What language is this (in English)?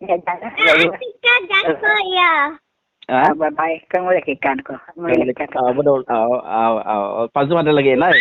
Iban